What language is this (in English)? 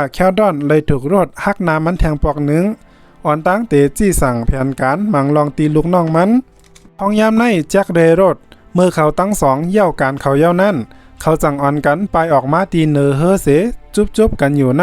Shan